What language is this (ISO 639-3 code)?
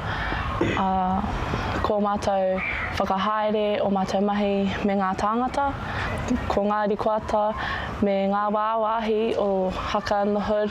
mri